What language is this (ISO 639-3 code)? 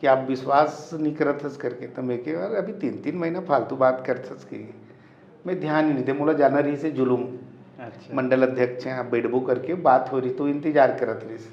hne